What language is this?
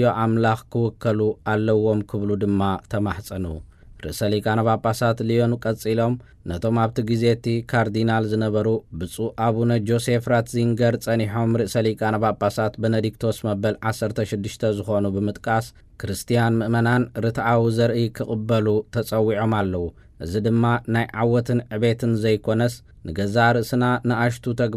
Tigrinya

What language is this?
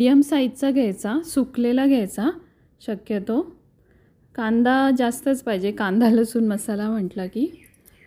Marathi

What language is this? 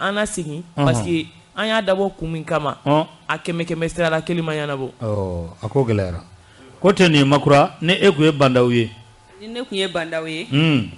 Bambara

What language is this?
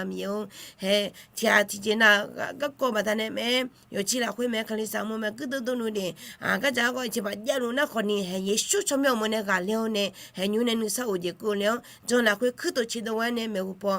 Akha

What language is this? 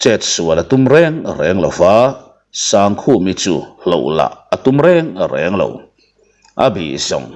Mizo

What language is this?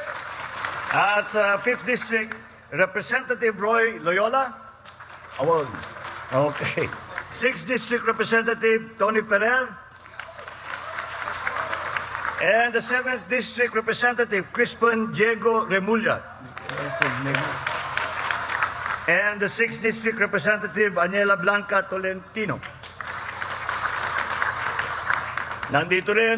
Filipino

